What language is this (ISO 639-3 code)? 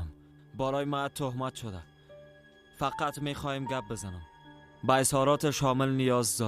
fas